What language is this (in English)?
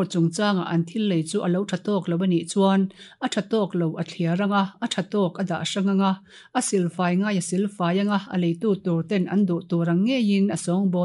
Mizo